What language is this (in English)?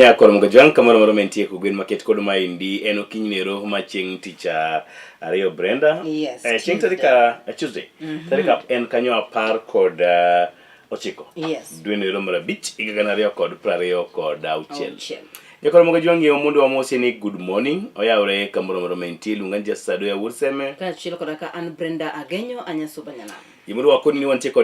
Luo (Kenya and Tanzania)